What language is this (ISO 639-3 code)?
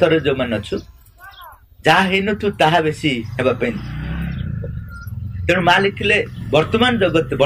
ori